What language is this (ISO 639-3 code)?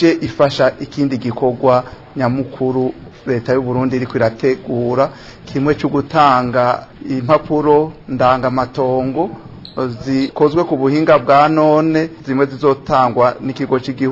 run